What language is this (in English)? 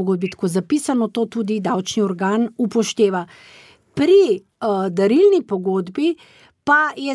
Slovenian